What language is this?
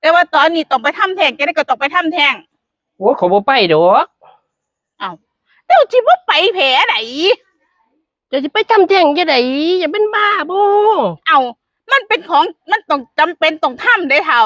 Northeastern Thai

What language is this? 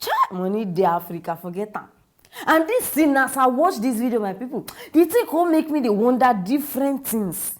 Nigerian Pidgin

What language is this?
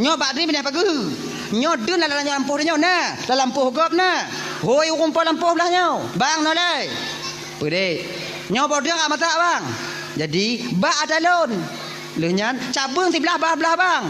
Achinese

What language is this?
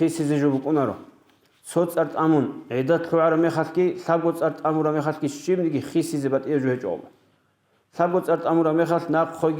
Avaric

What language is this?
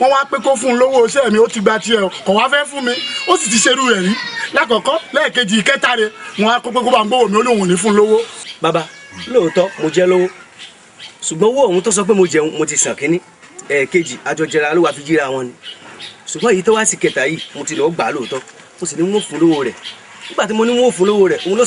Yoruba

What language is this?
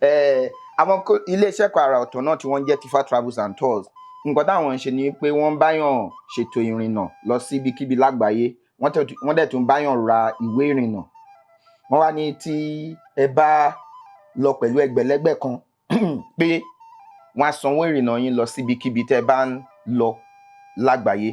Yoruba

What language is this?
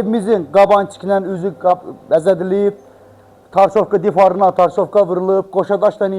Azerbaijani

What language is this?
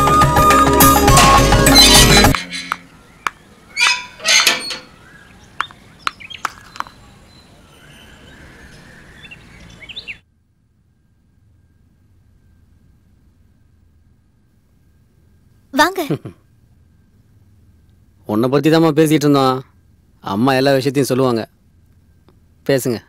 Tamil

